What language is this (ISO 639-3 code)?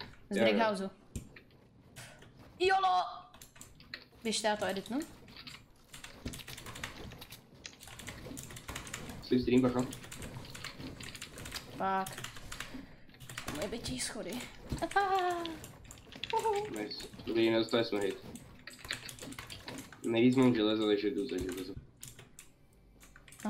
ces